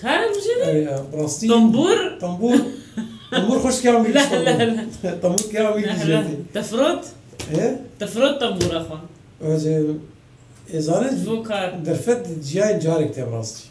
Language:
Kurdish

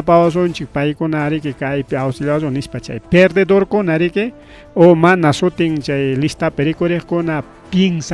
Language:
Ayacucho Quechua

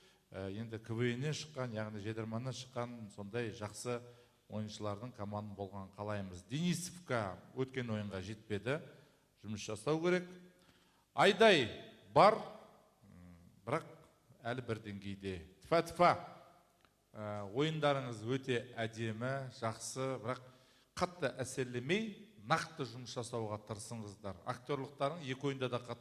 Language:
Kazakh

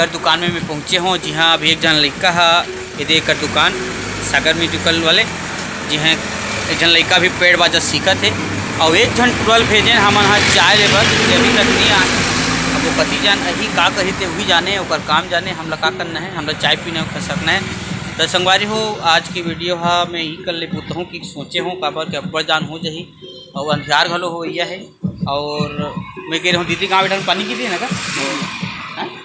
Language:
Chhattisgarhi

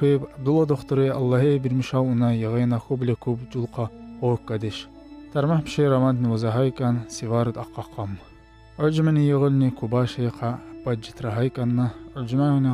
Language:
Tsakhur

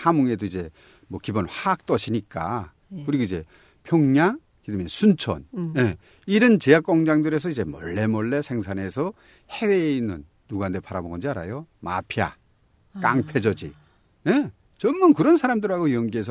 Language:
Korean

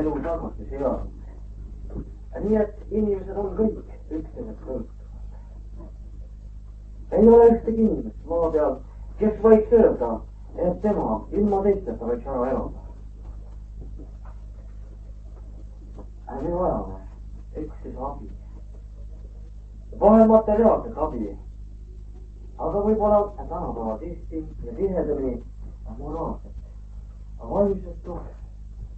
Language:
Estonian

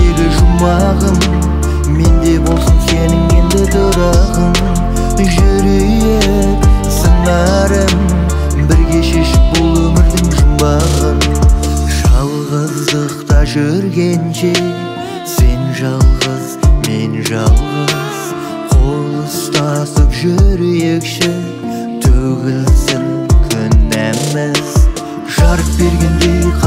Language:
Kazakh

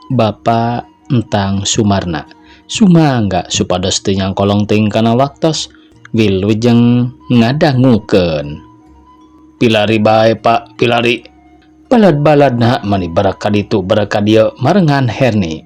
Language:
Sundanese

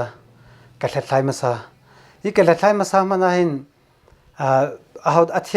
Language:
Hakha Chin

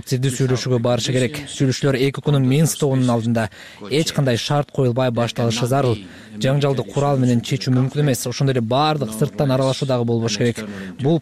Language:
Kyrgyz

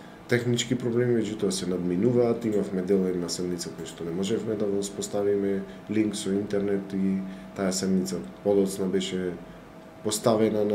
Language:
Macedonian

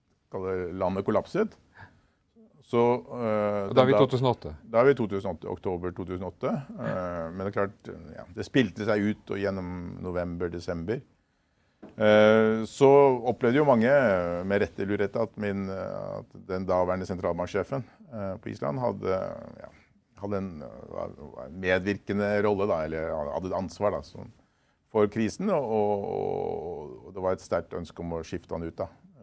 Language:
Norwegian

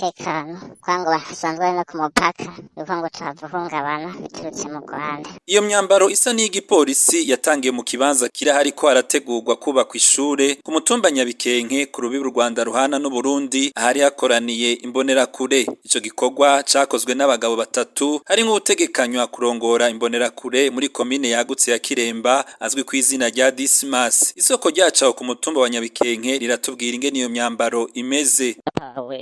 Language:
Rundi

